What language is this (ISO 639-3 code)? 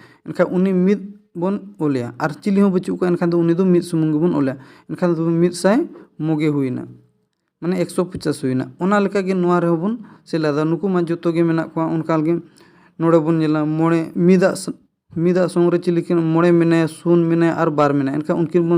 sat